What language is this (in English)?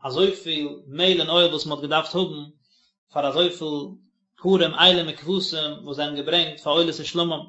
Yiddish